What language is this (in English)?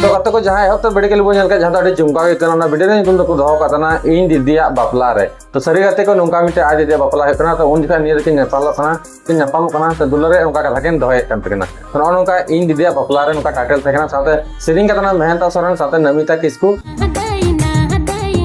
Santali